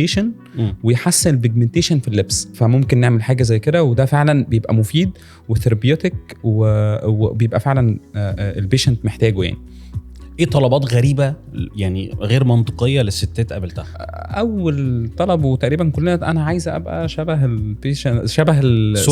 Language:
Egyptian Arabic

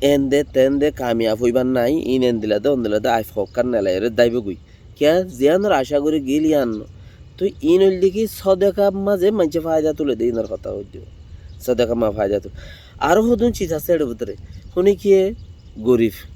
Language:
Rohingya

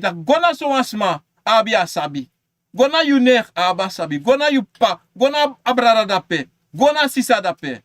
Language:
Sranan Tongo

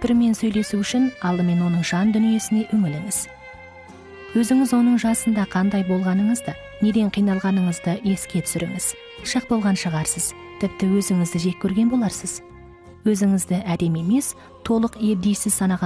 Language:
Kazakh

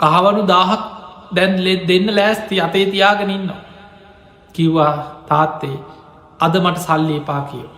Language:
Sinhala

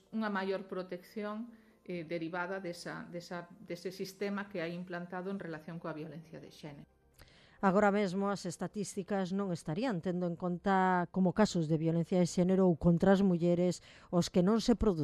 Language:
Galician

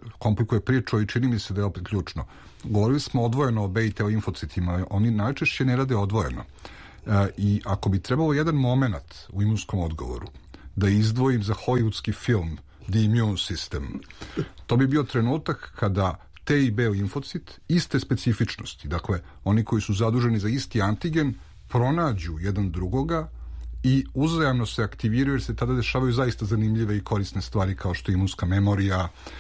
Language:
Serbian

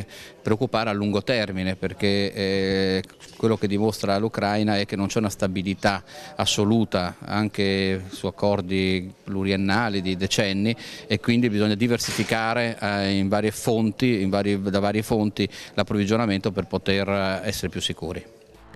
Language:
Italian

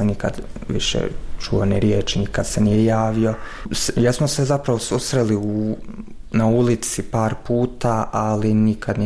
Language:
Croatian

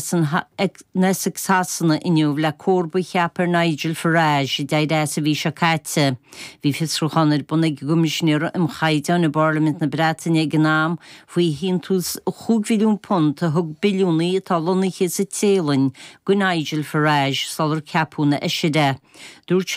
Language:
Irish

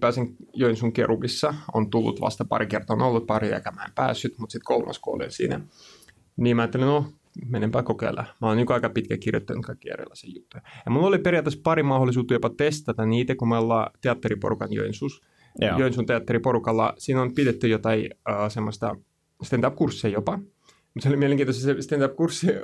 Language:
Finnish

